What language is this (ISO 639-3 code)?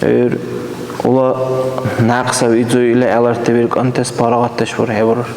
dar